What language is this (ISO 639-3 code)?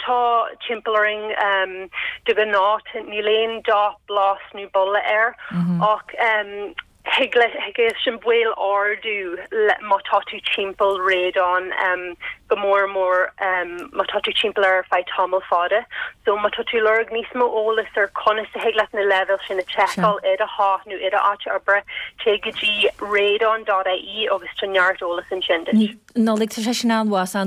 gle